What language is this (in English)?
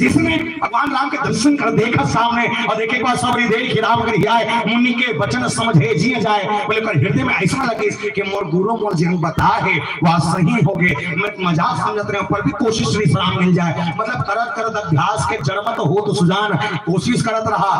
Chhattisgarhi